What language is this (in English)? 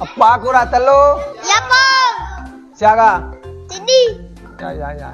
Buginese